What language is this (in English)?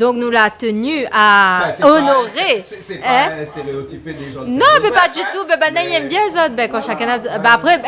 Réunion Creole French